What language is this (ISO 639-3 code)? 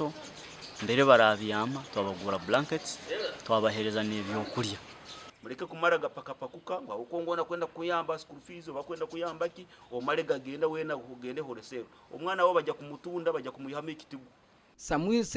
nyn